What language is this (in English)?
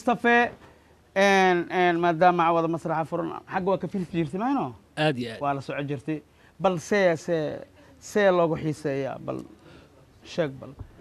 Somali